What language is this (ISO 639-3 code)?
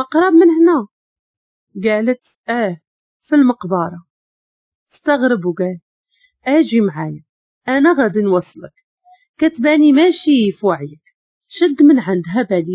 ary